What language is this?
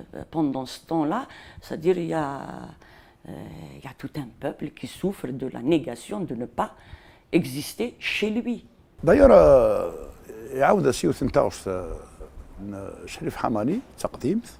Kabyle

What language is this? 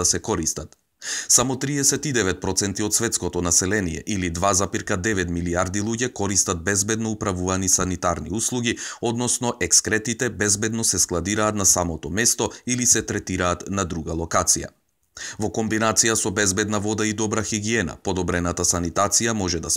Macedonian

